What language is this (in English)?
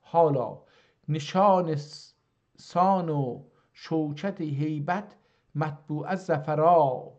South Azerbaijani